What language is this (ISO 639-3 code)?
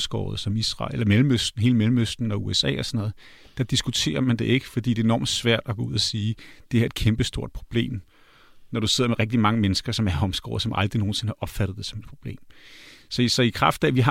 dan